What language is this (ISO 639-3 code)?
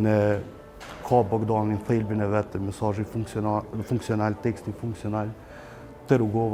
sqi